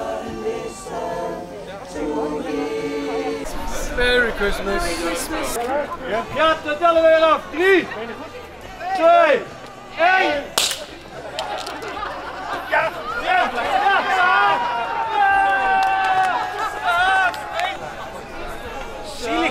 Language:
Dutch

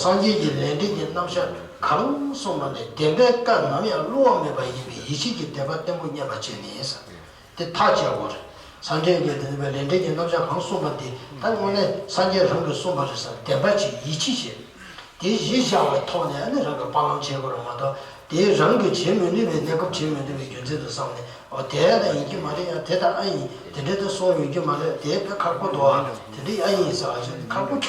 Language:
Tibetan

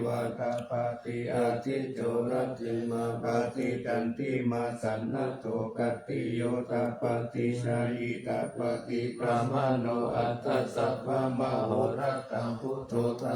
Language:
Pali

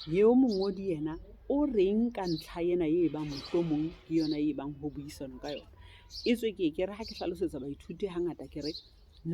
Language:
Southern Sotho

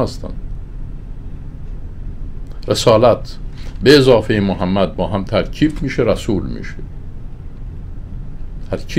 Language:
Persian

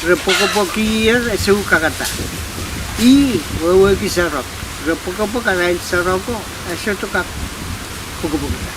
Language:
Pohnpeian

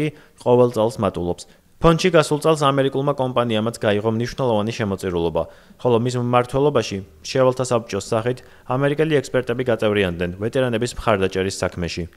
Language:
Georgian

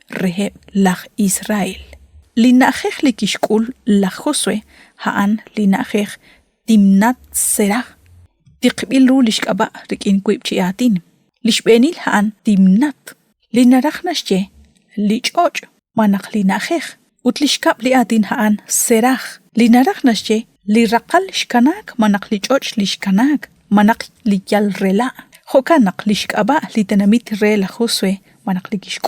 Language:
Kekchí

